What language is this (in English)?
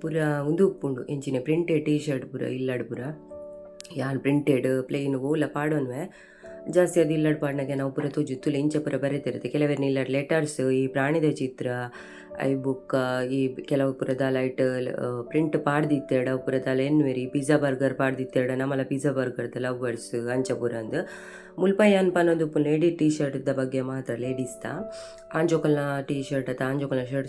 Tulu